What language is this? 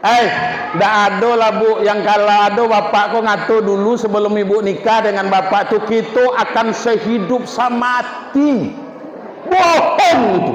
Minangkabau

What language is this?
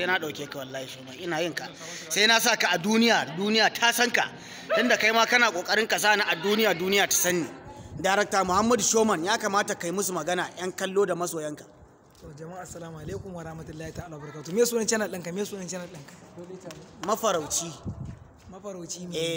Hausa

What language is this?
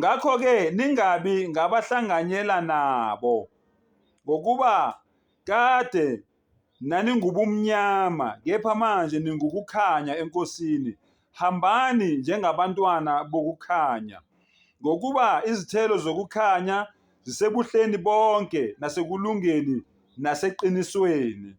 Zulu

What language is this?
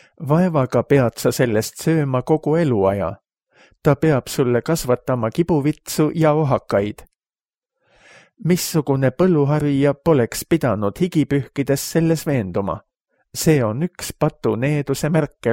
Estonian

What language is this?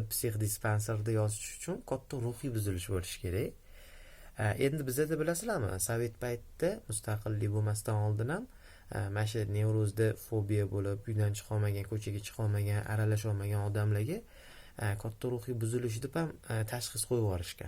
Uzbek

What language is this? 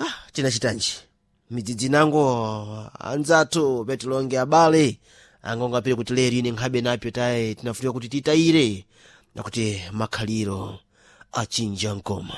Sena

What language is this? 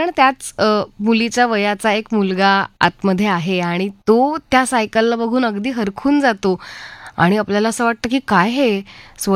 Marathi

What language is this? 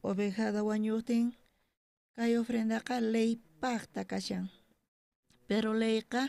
South Bolivian Quechua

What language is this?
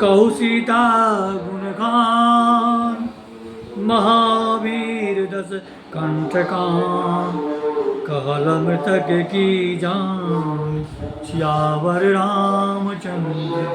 Maithili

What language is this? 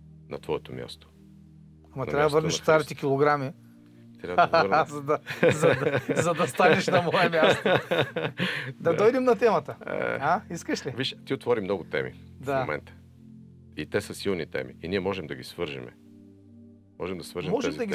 Bulgarian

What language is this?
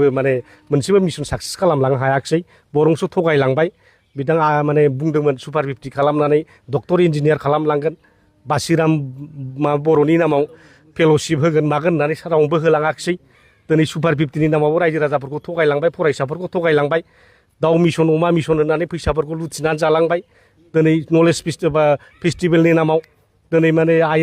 Bodo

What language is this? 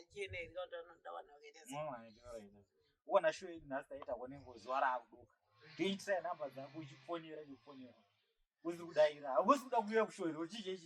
Shona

